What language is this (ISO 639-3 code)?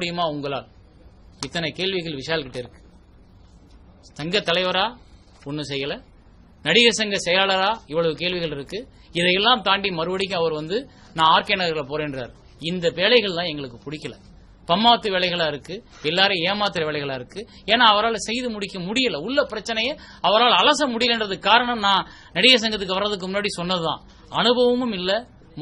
tam